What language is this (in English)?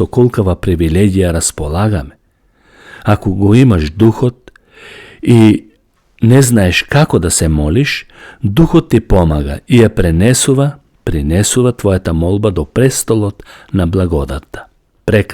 Macedonian